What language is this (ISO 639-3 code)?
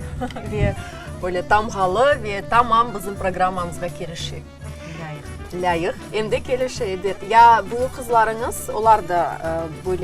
crh